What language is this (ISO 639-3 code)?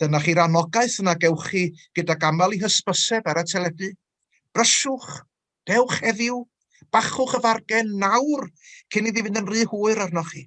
cym